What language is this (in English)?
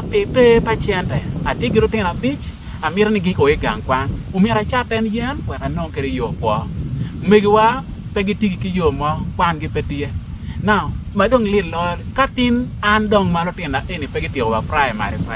Acoli